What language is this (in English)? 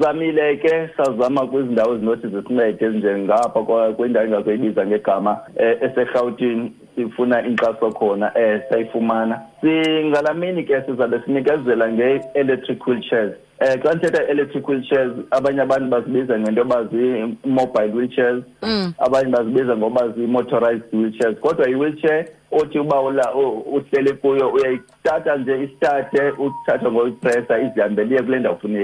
Xhosa